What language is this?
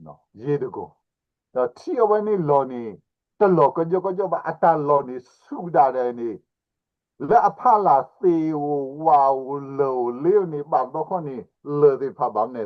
S'gaw Karen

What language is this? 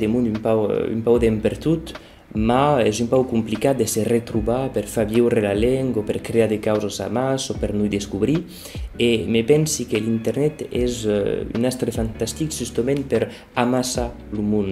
Occitan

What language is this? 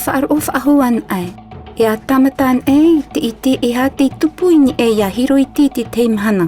Tahitian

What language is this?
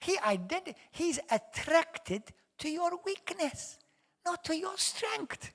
English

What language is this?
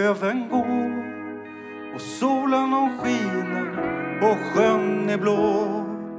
Swedish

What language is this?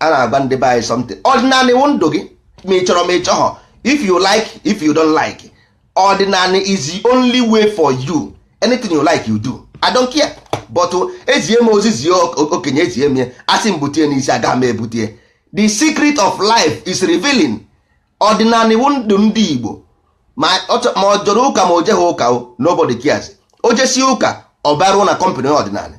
Igbo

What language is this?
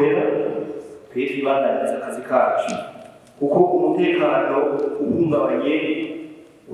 Rundi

